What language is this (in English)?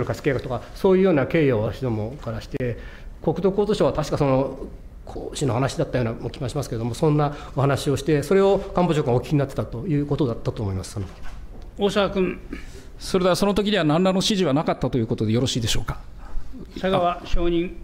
Japanese